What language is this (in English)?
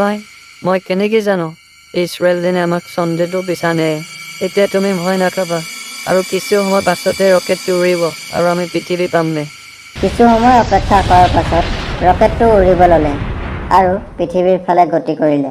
Assamese